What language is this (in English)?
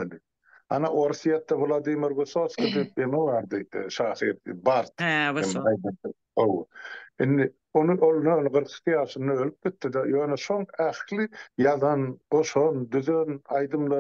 Turkmen